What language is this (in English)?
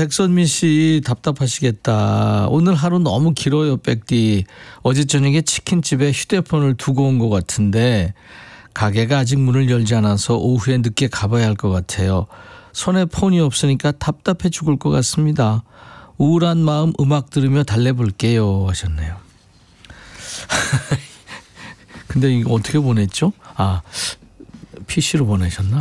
Korean